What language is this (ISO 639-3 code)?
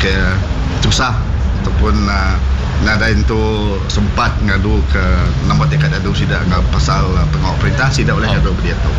iba